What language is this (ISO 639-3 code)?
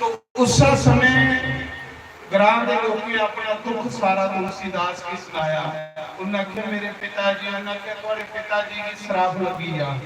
doi